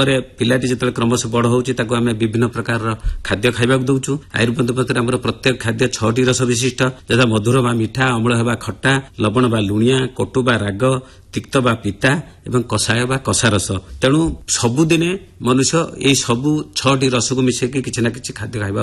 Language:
Odia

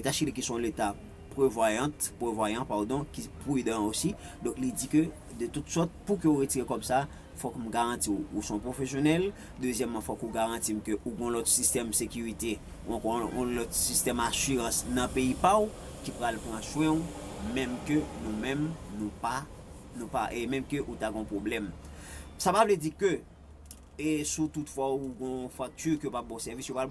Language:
Haitian Creole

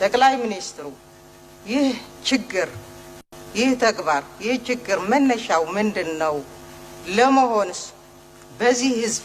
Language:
Amharic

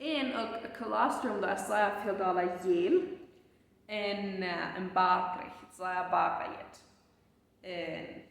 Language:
Plautdietsch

